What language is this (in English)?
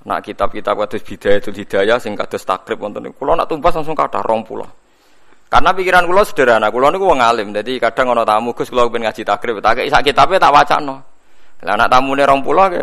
Javanese